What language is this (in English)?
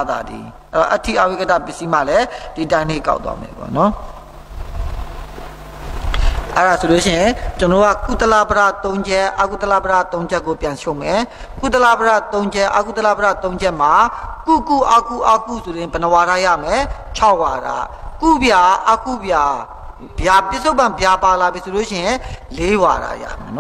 Burmese